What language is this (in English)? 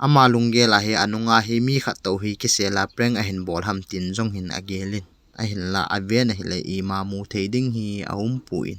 Thado Chin